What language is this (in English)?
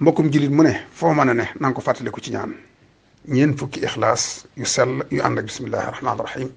Wolof